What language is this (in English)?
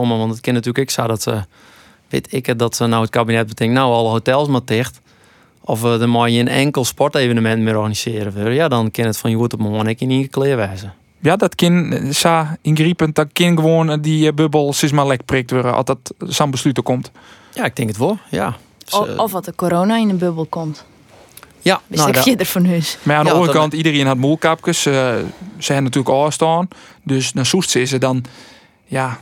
Western Frisian